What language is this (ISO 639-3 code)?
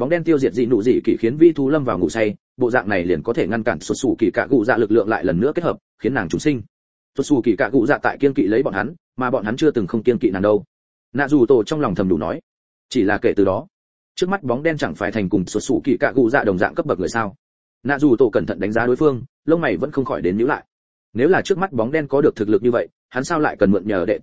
vie